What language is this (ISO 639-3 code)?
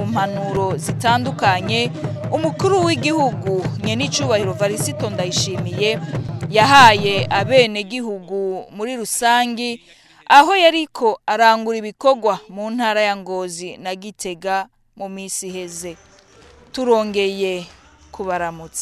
run